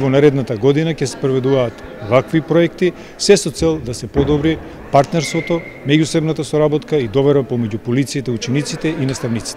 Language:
Macedonian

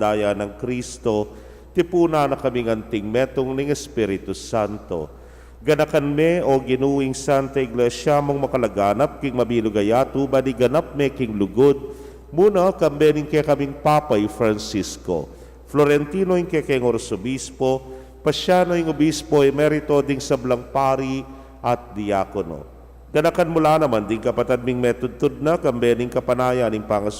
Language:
Pampanga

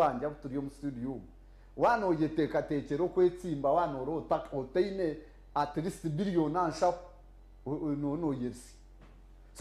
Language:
Nyankole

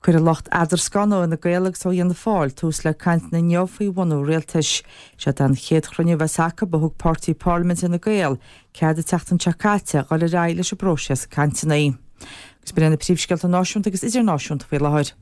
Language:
Irish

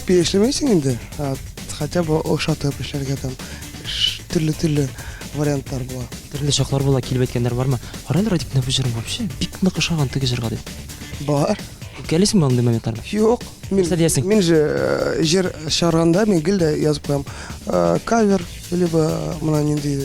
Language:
Tatar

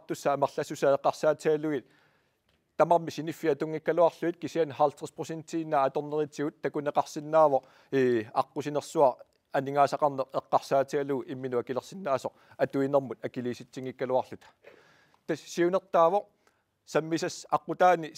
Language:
Kalaallisut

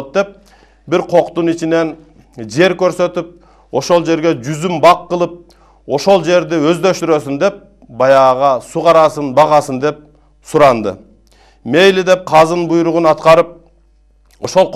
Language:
Kyrgyz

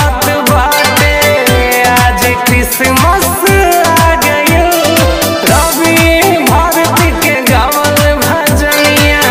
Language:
Bhojpuri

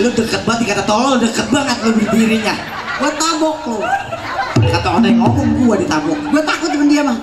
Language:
Betawi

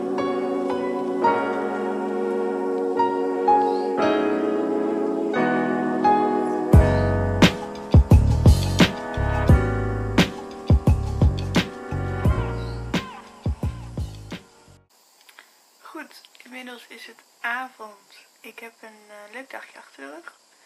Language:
Dutch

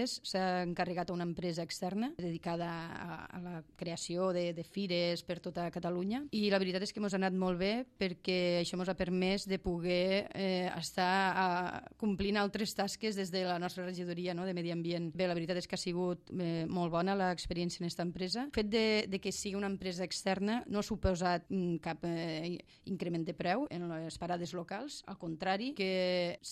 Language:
Catalan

